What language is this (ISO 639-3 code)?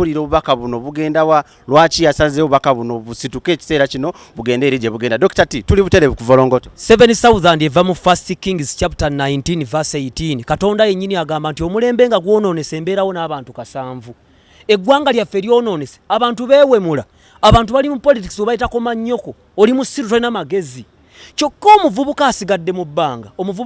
lug